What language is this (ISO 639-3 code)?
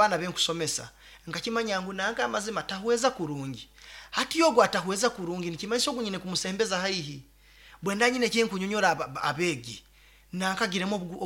nyo